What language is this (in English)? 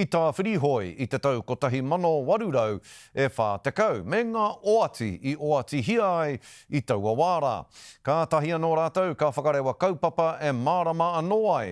Māori